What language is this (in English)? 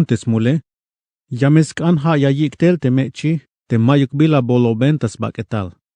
Tzeltal